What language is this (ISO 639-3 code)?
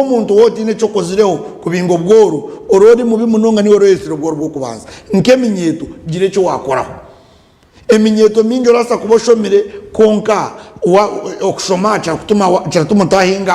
nyn